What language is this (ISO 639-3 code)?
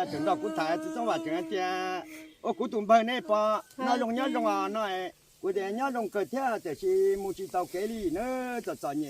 hmn